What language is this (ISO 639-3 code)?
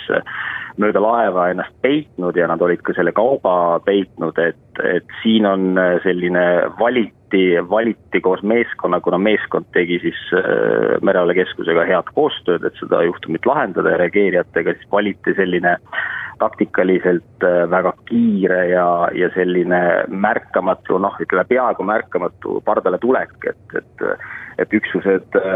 est